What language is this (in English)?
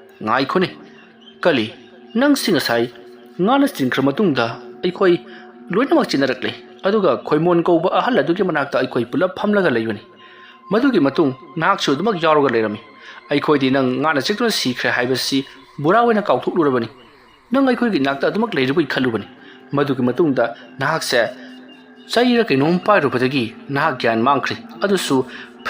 Manipuri